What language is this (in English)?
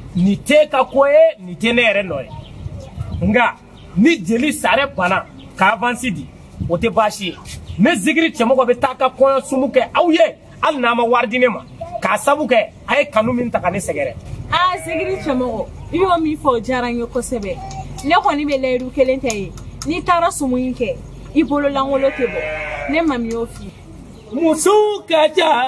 Bambara